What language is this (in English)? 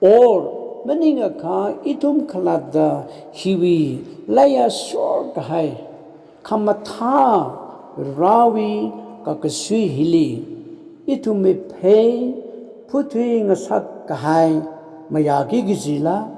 Tangkhul Naga (India)